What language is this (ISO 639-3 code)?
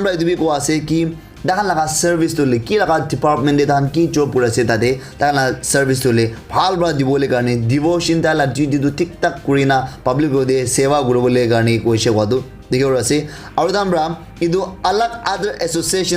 nag